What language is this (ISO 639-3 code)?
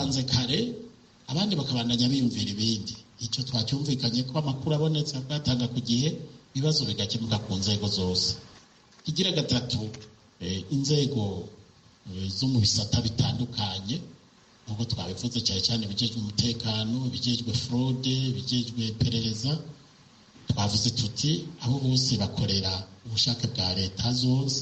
kin